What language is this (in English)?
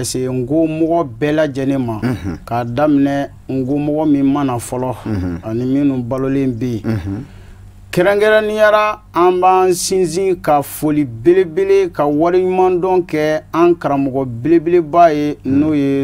Bambara